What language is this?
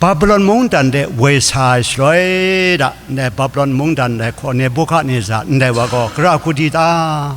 Kachin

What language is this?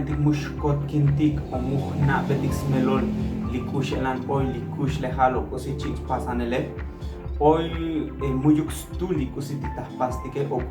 Tzotzil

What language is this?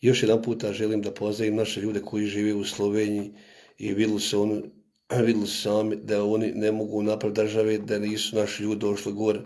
Bosnian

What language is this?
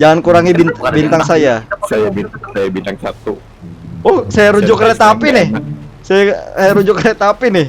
Banjar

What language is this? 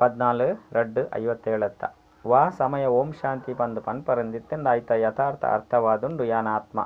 Tulu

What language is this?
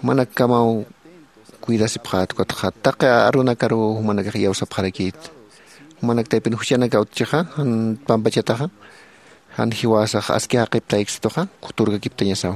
Aymara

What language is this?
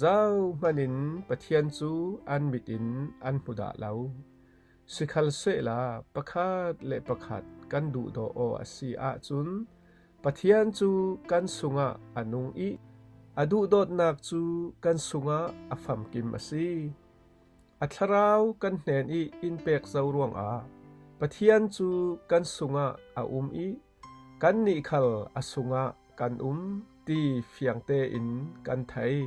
Falam Chin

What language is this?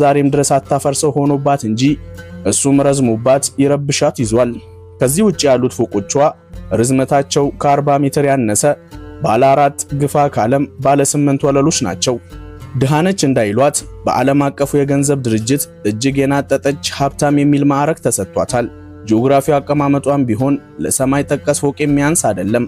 Amharic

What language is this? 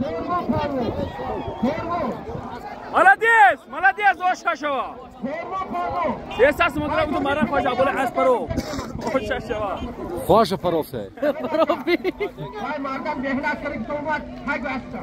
Tajik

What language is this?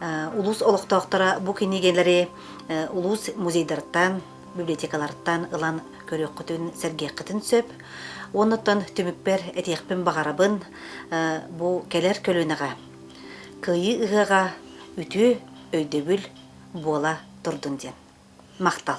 Yakut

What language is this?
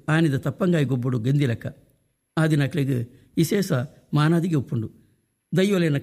Tulu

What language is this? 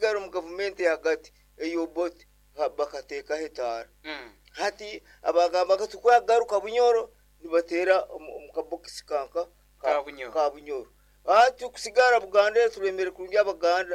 Nyoro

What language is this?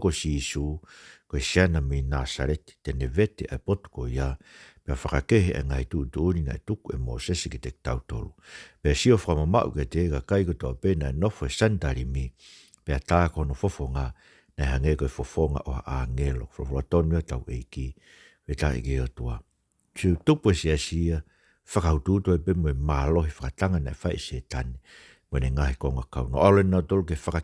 Tongan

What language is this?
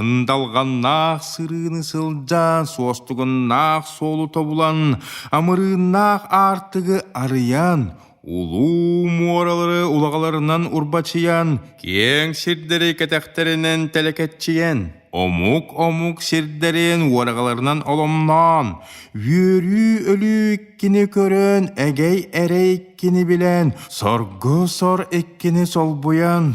Yakut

